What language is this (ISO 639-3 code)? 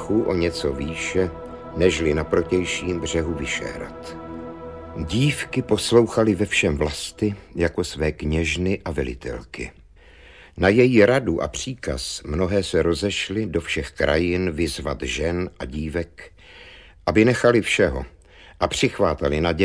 ces